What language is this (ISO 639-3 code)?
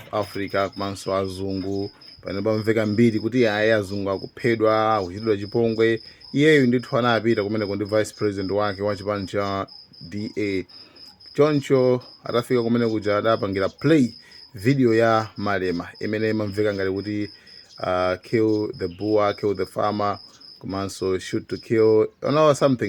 nya